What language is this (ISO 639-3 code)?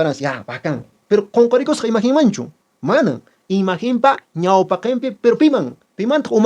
que